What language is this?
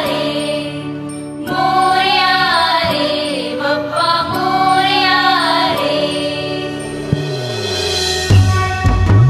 Marathi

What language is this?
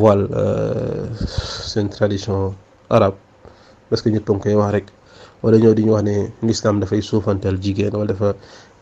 Wolof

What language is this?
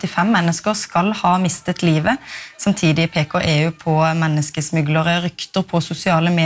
Norwegian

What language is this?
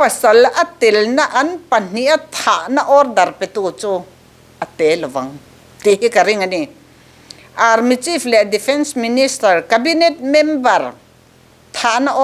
Mizo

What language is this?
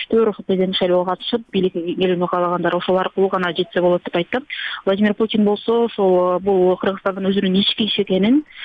Kyrgyz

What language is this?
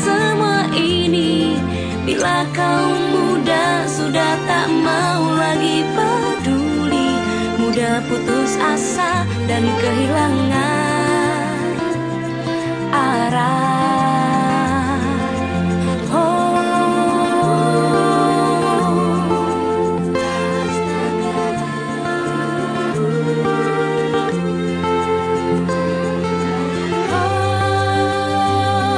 Indonesian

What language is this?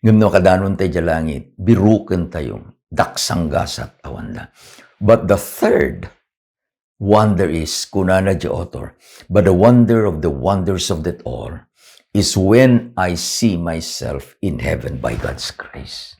Iloko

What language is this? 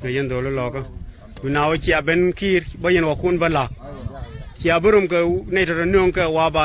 Nuer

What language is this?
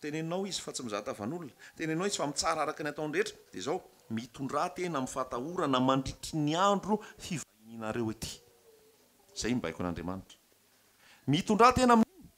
Malagasy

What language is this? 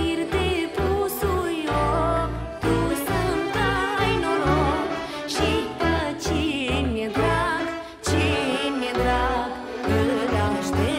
Romanian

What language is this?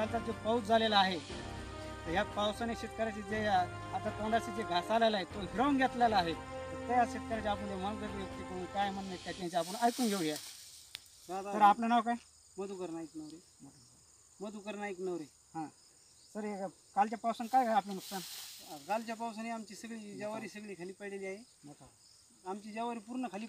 Marathi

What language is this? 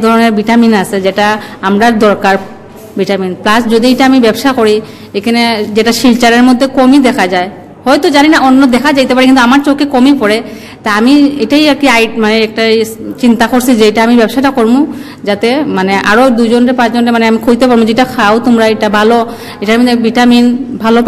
Bangla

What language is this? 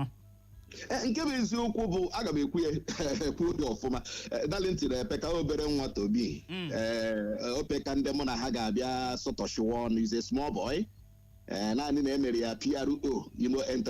Igbo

